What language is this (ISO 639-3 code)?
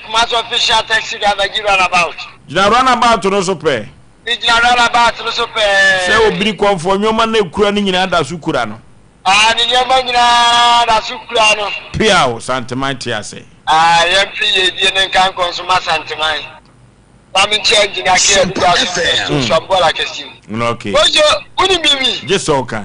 aka